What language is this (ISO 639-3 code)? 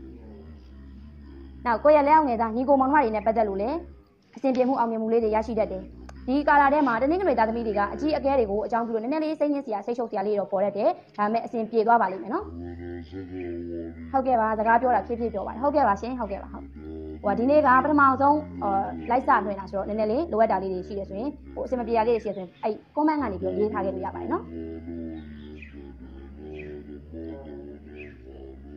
mya